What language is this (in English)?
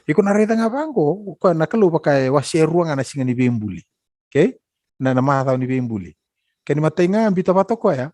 Fijian